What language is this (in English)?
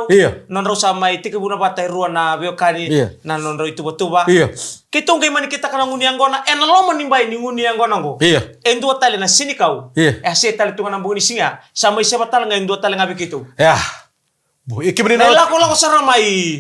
Fijian